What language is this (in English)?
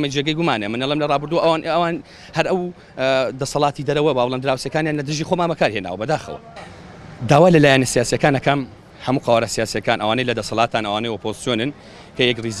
Central Kurdish